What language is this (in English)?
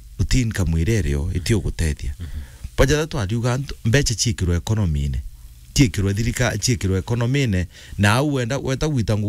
Meru